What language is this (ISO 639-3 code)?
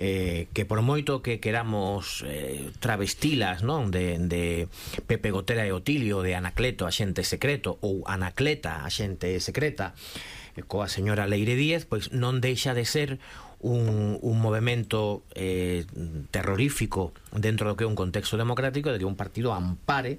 glg